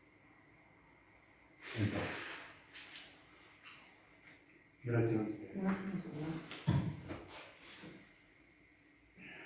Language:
Italian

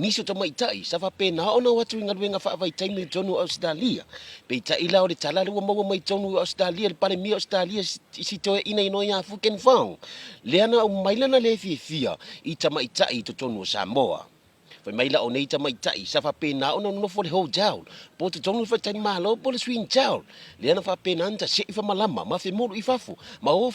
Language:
Samoan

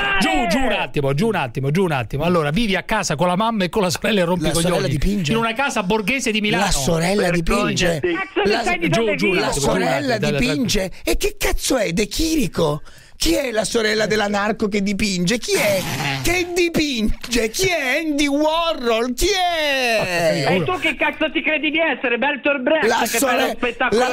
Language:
Italian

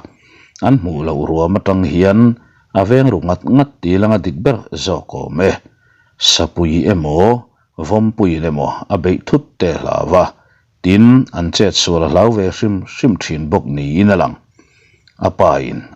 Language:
Mizo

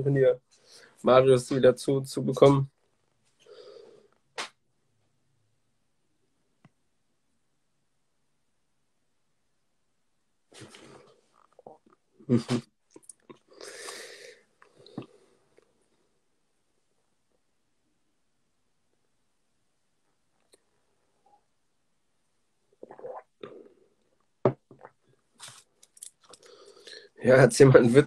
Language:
German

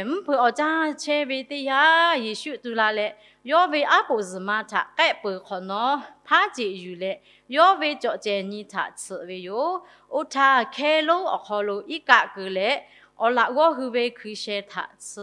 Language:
Lahu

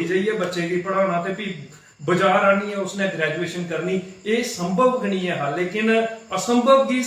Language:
Dogri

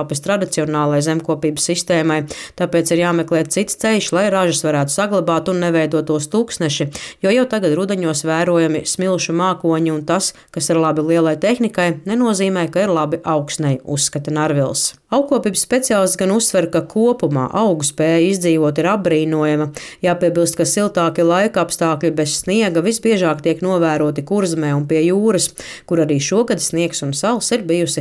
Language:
Latvian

